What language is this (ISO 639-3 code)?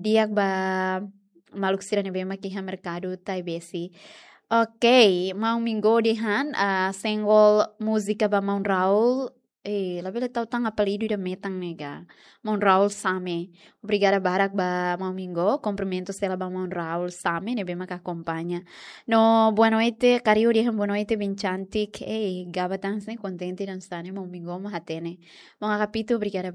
tet